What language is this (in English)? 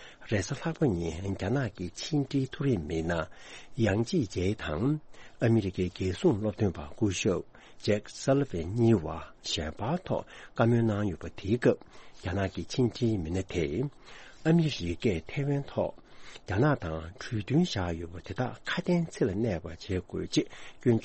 Tibetan